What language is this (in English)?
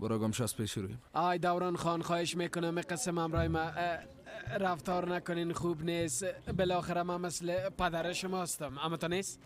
Persian